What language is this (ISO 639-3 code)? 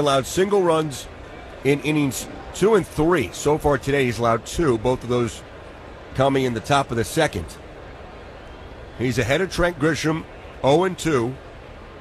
eng